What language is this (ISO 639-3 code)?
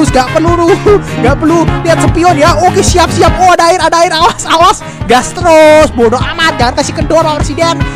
ind